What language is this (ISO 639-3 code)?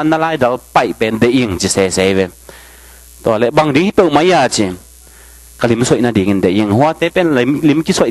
ctd